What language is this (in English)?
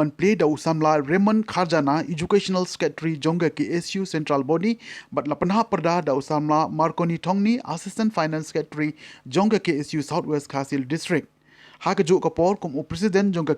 Khasi